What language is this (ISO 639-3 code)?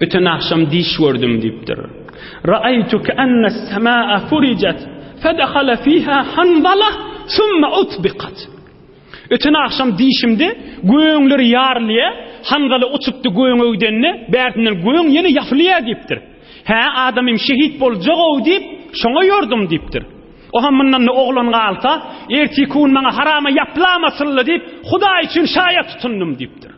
tuk